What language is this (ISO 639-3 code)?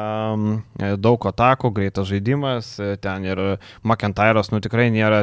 lit